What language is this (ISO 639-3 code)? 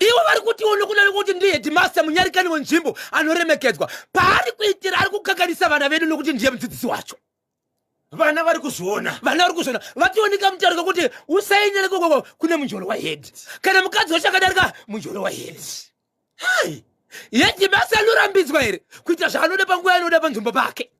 sna